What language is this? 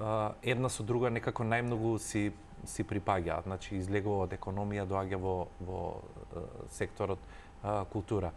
Macedonian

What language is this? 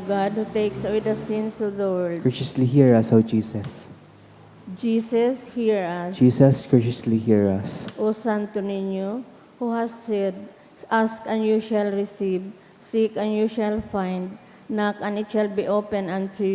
Bikol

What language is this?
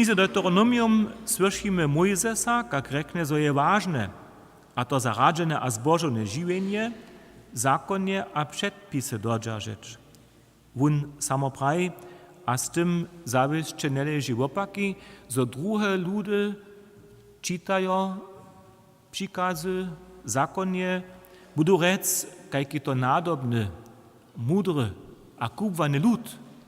Upper Sorbian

